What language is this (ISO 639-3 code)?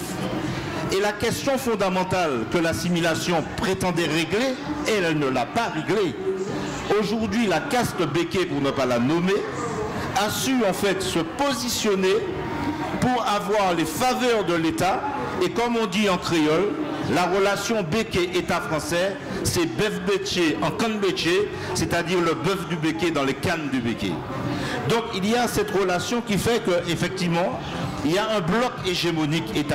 fra